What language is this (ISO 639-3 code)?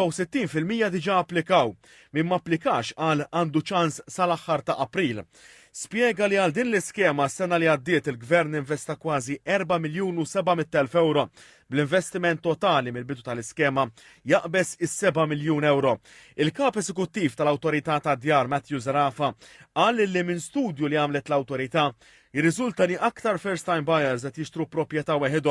mlt